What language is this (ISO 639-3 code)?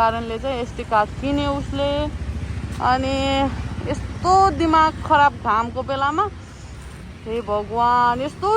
nep